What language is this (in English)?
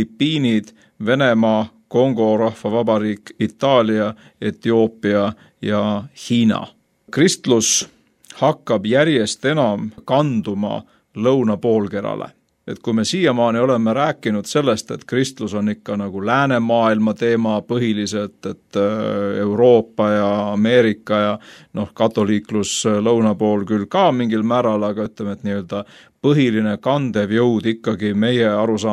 Estonian